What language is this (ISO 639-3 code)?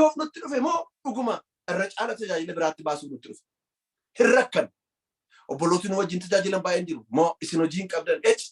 orm